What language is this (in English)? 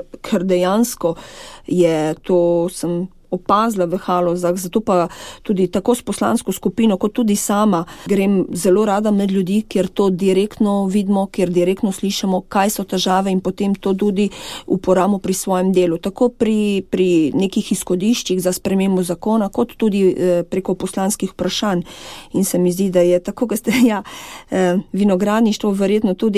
Slovenian